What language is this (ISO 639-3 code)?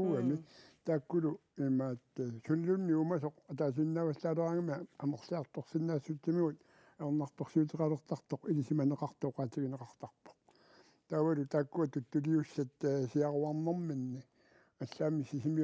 kal